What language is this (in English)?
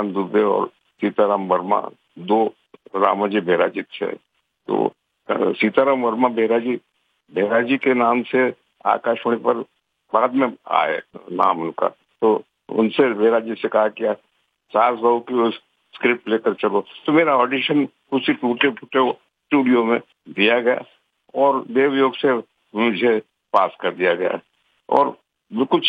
Hindi